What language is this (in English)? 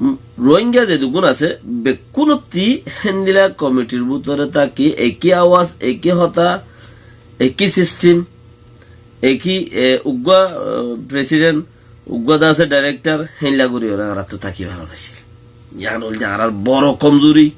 Rohingya